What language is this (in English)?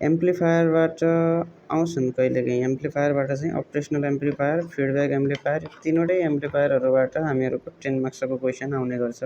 Nepali